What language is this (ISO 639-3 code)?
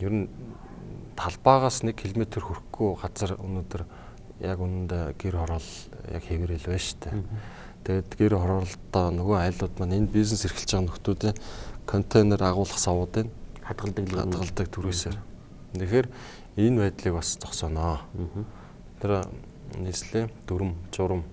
mon